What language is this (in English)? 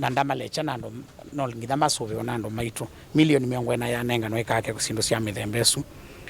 Kamba